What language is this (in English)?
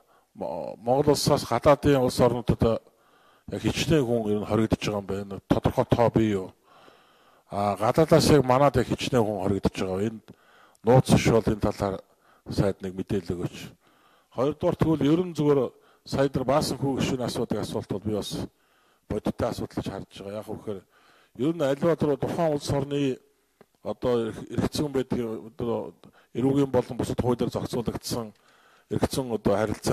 Mongolian